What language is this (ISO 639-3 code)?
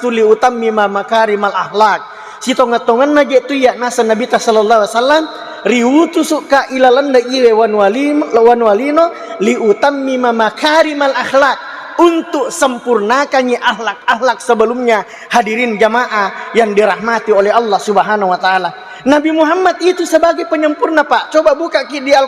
bug